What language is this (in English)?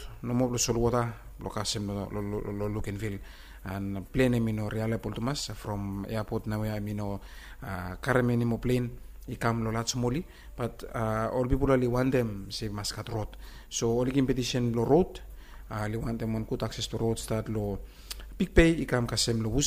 Bislama